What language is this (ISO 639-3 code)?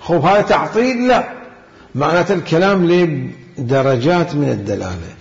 acm